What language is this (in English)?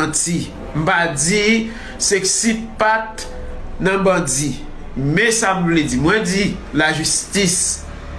Haitian Creole